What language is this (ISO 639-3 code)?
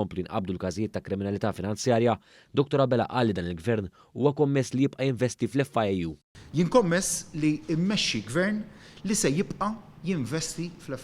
mlt